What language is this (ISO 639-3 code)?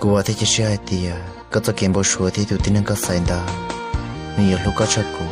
hmn